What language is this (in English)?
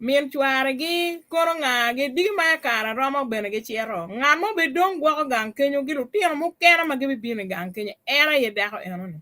Acoli